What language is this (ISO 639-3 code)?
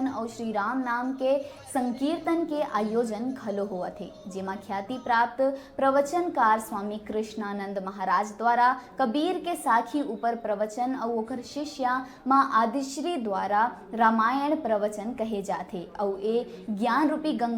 hne